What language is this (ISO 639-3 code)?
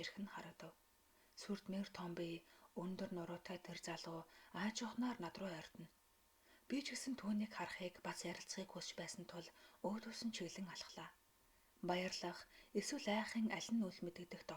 mon